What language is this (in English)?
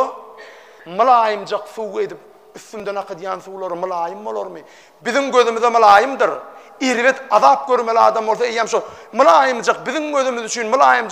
Turkmen